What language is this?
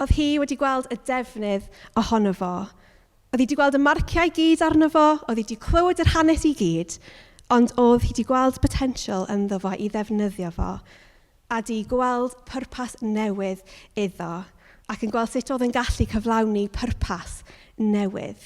Welsh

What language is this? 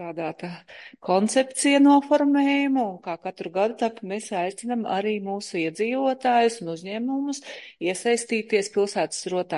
Latvian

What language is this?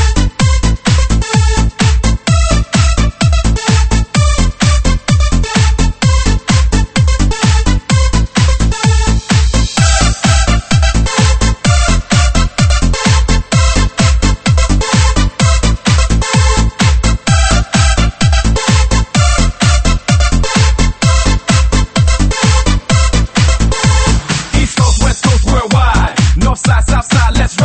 Chinese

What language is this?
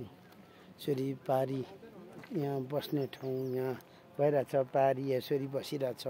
Nepali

